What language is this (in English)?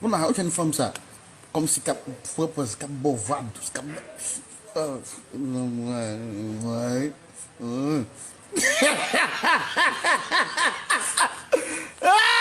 Haitian Creole